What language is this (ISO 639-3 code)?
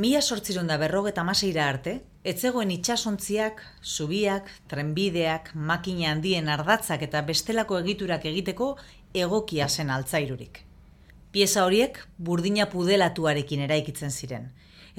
eus